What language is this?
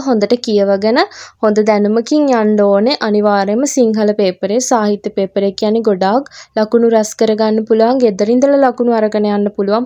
Sinhala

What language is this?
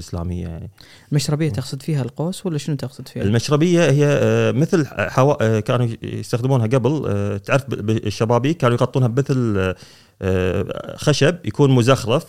Gulf Arabic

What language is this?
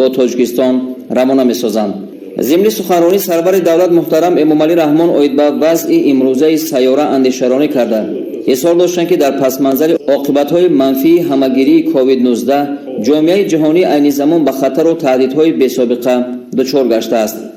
Tajik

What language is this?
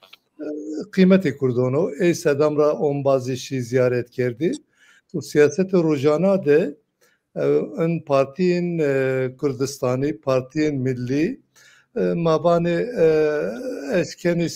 Zaza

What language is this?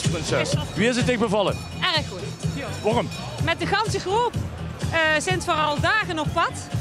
Limburgish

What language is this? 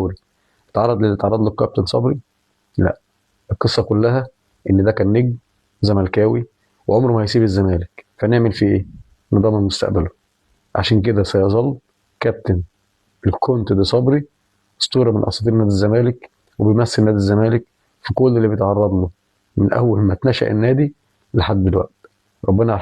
Egyptian Arabic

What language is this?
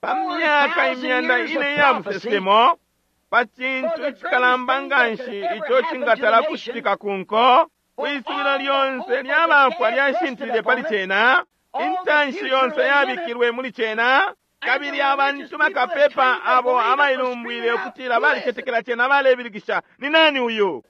Bemba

